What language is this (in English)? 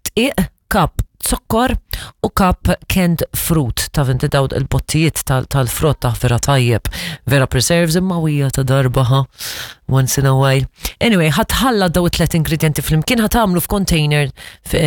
Maltese